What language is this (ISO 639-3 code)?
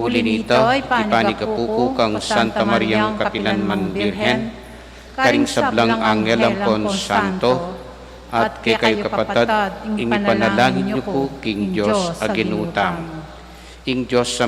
pam